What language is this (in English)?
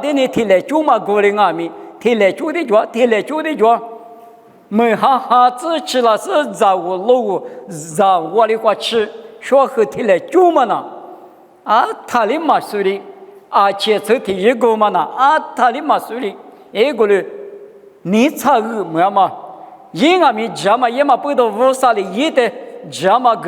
Lisu